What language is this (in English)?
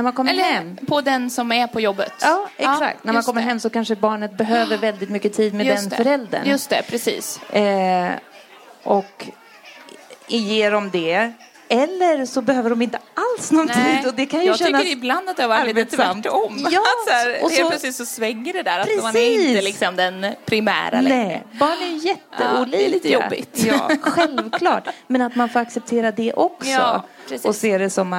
Swedish